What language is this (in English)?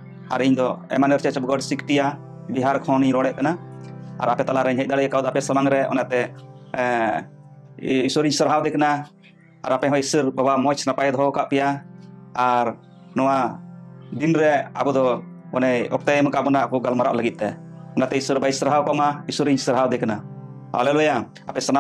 Santali